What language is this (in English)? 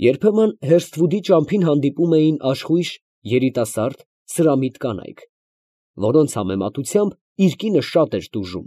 Armenian